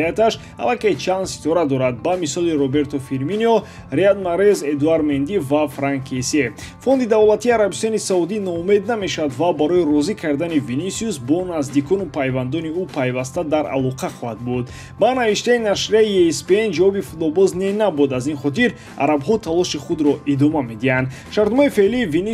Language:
Tajik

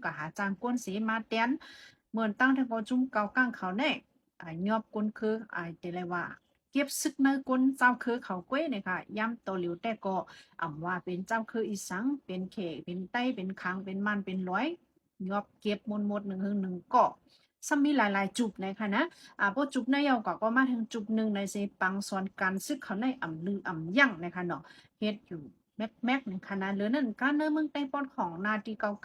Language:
Shan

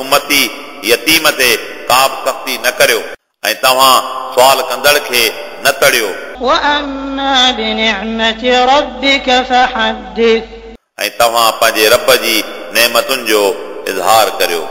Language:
Sindhi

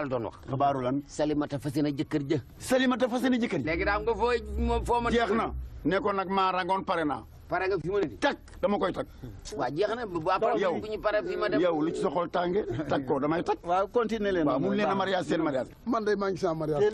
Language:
Wolof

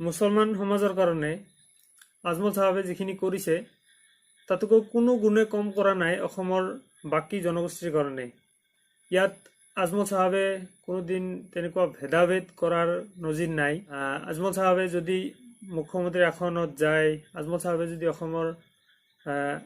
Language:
Assamese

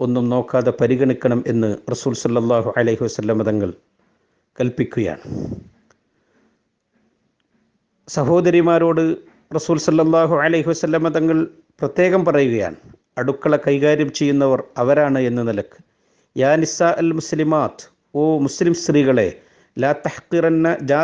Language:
Malayalam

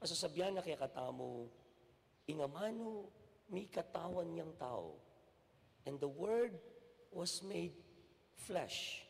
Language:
Pampanga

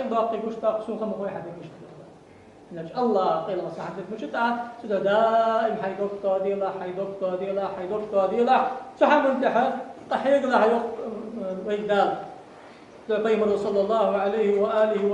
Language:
Ingush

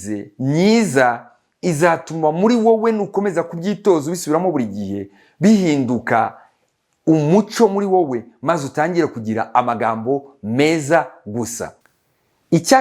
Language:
Kinyarwanda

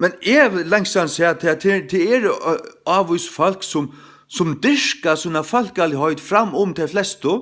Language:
Faroese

